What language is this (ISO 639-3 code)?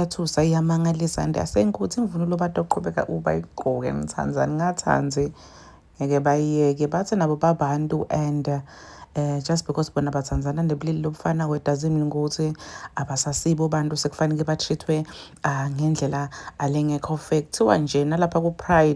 zul